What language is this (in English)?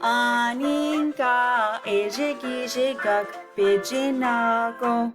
Chippewa